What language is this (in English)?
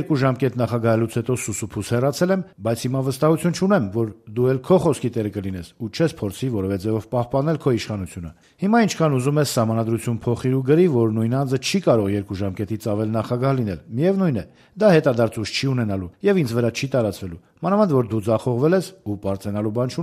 Armenian